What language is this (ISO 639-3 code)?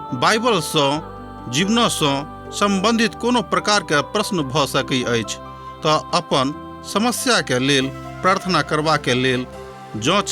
mai